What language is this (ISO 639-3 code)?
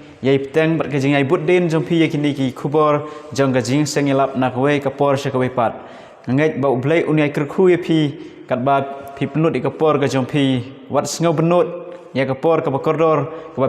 kha